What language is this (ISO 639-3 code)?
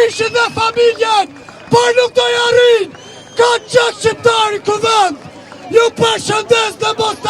sqi